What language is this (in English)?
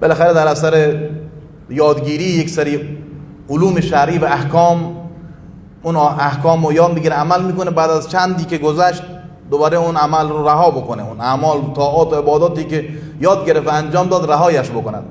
Persian